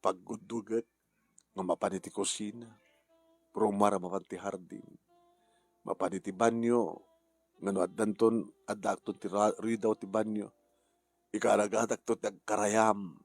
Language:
Iloko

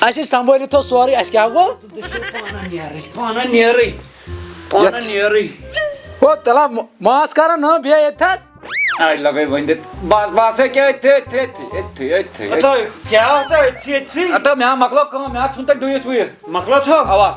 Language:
Kashmiri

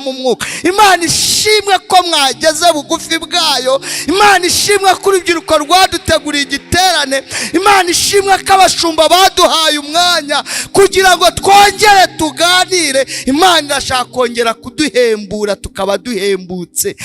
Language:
Kinyarwanda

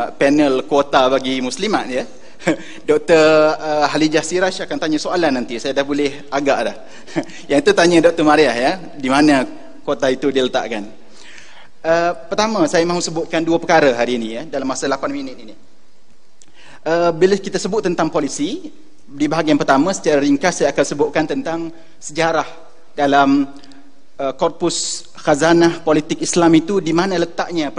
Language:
Malay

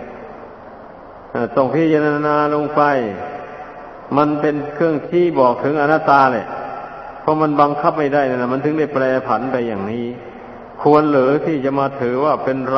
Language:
Thai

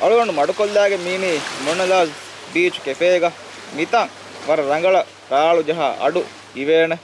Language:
Divehi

